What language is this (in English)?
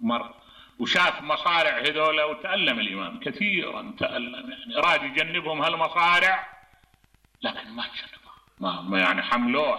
Mesopotamian Arabic